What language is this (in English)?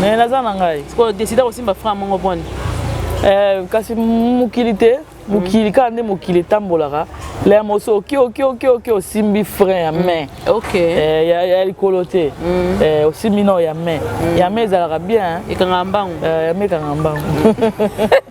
Lingala